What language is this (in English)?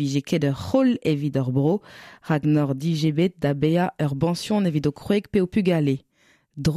Breton